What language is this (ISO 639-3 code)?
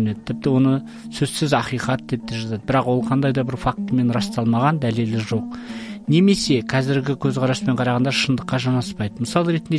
kaz